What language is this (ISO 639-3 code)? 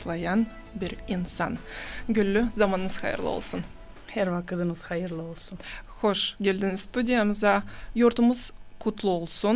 gag